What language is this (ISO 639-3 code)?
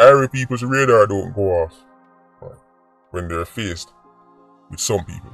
jam